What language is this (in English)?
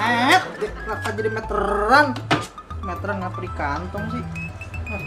Betawi